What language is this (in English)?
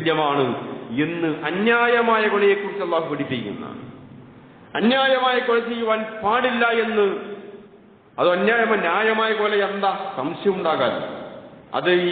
Malayalam